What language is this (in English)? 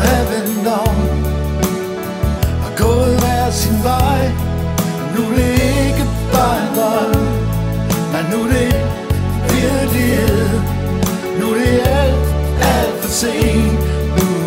Danish